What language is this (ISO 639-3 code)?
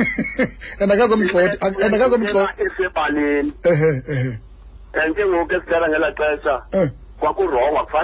xho